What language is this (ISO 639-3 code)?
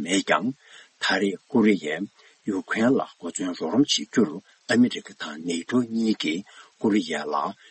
bod